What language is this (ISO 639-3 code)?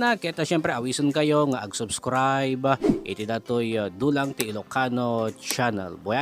ilo